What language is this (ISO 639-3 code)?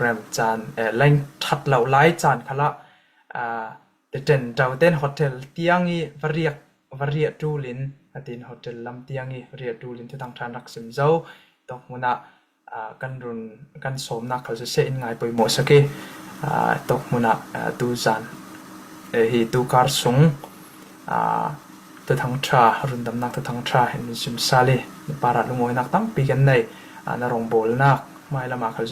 cfm